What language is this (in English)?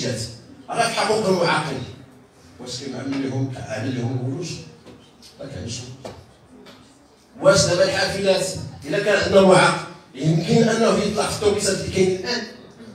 Moroccan Arabic